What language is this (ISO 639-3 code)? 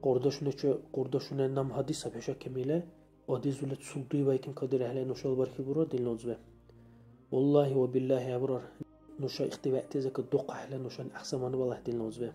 dar